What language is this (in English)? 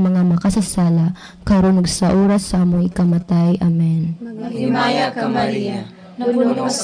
Cebuano